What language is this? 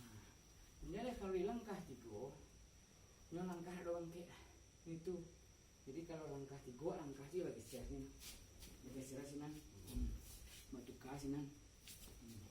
Minangkabau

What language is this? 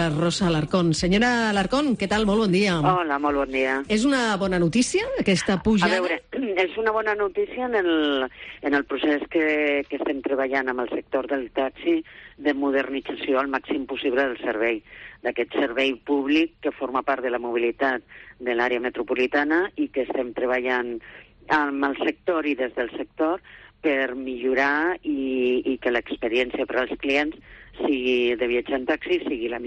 Catalan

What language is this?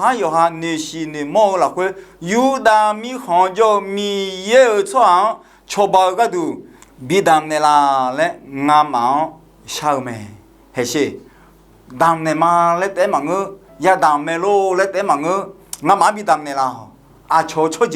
Akha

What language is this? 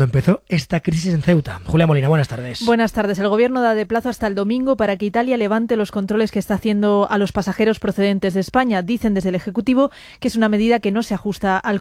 Spanish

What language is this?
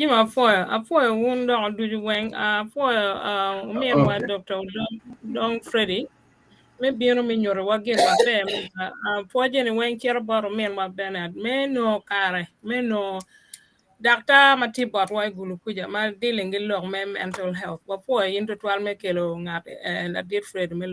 Acoli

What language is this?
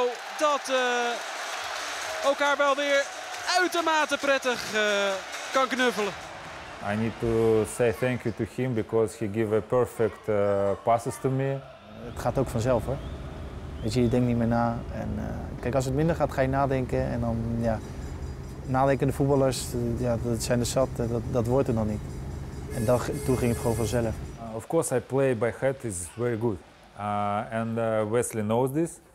Dutch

